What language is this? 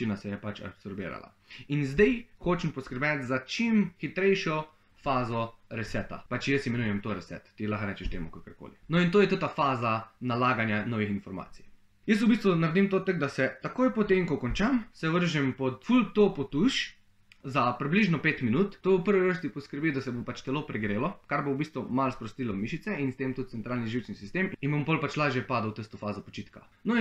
Slovenian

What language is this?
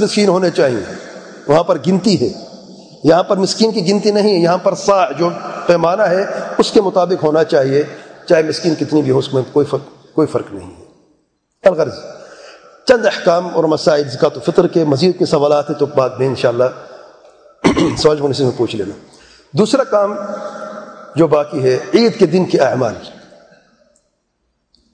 Urdu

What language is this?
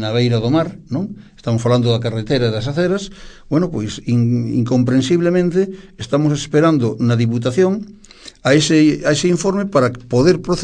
Galician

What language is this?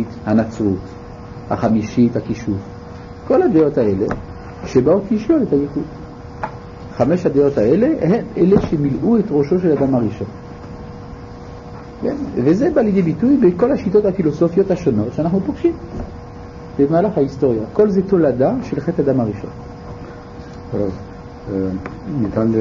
Hebrew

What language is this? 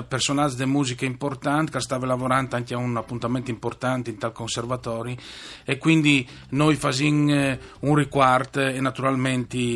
Friulian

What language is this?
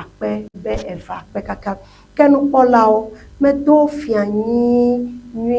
Ewe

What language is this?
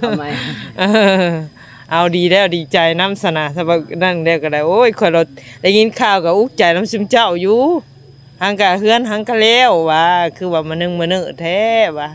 Northeastern Thai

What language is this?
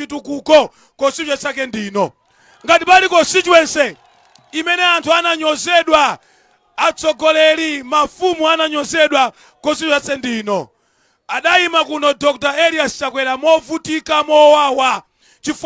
Nyanja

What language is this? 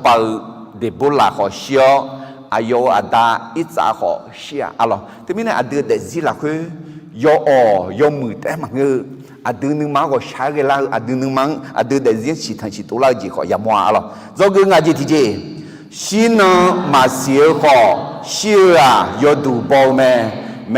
Akha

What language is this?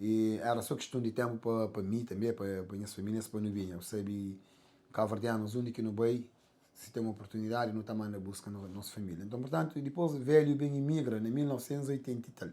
Kabuverdianu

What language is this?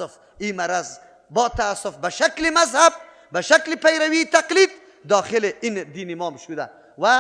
Persian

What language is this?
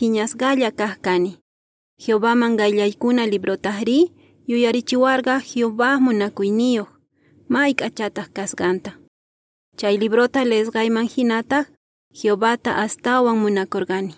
Quechua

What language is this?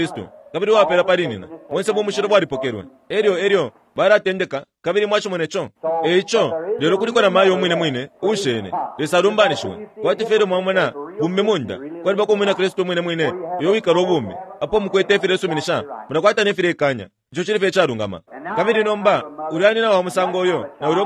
Bemba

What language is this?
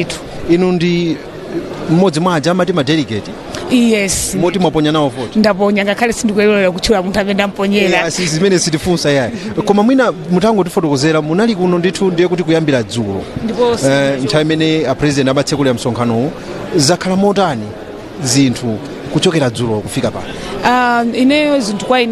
Nyanja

